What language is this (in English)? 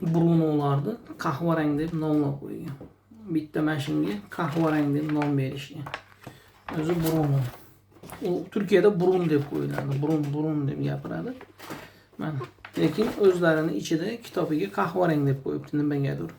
Uzbek